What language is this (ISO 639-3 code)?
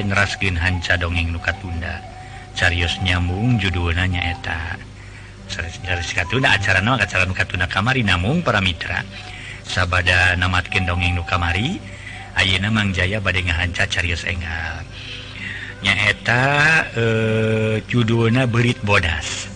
sun